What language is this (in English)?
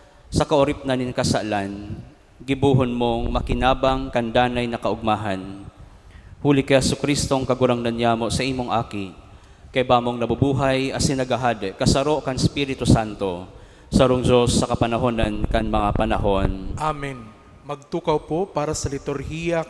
Bikol